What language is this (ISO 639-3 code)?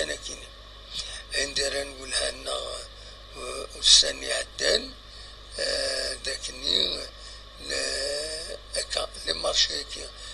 kab